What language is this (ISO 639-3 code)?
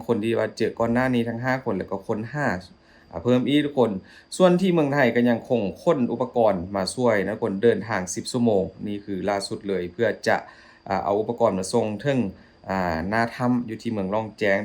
lao